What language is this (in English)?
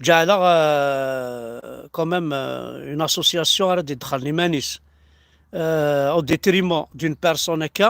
Kabyle